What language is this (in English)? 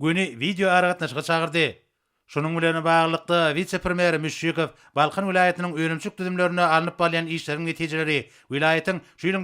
Turkmen